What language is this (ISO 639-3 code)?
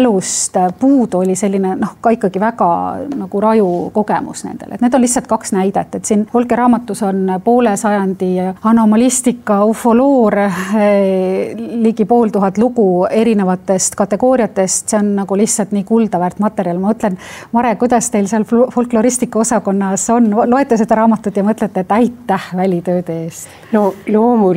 est